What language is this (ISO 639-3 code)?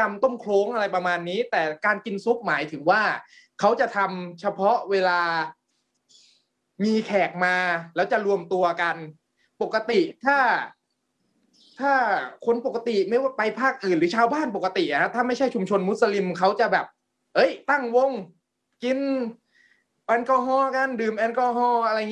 tha